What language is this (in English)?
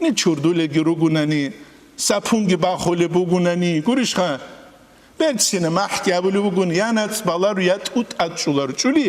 Avaric